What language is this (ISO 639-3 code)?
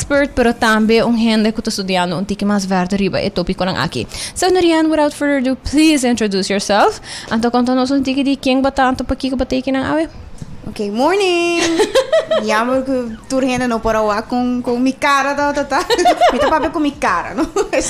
pap